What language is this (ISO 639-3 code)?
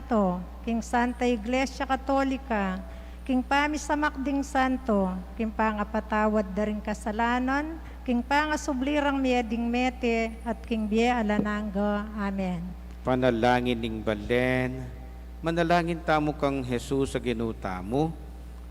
pam